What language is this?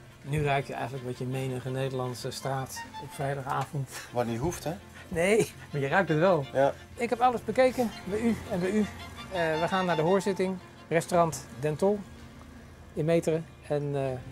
Dutch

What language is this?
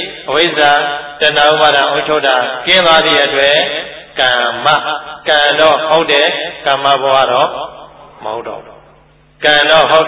Burmese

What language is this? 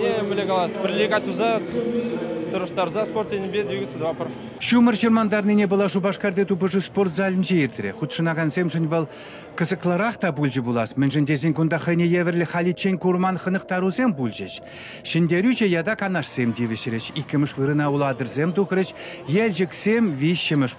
Chuvash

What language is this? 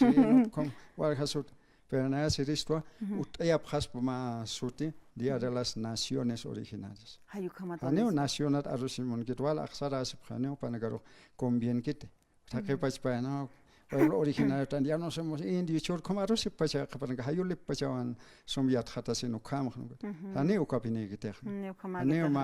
Aymara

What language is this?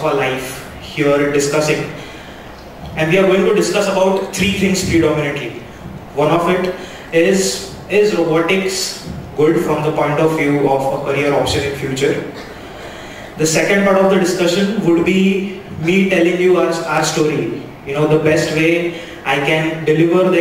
English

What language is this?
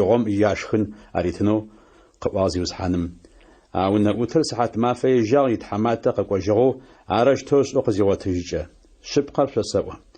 Adyghe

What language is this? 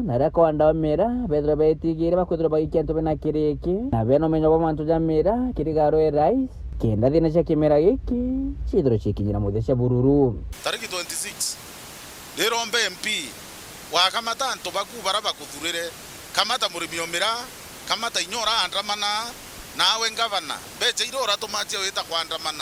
Meru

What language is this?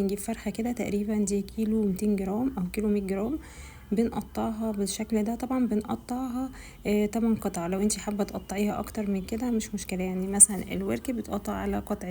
Egyptian Arabic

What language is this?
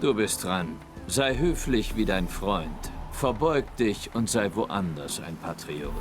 Swiss German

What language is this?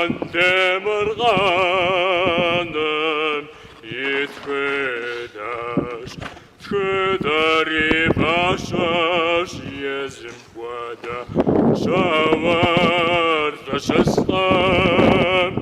Kabardian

